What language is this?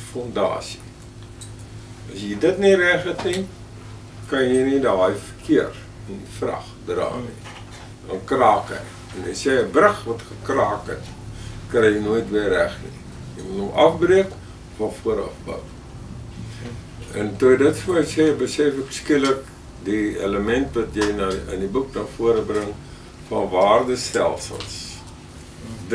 Afrikaans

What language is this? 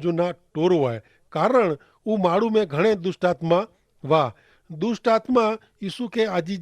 Kachhi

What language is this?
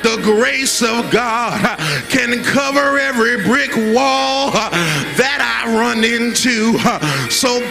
English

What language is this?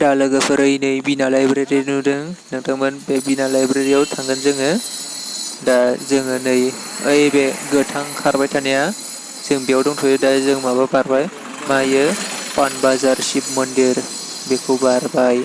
Bodo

